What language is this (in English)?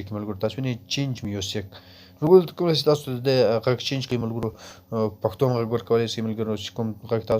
Pashto